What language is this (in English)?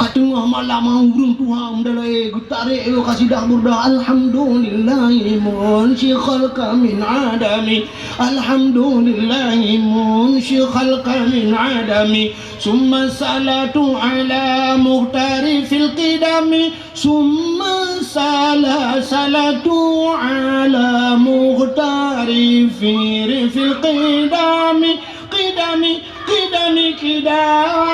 Achinese